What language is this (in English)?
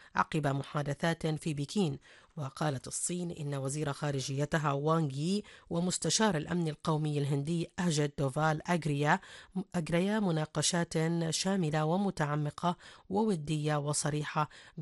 Arabic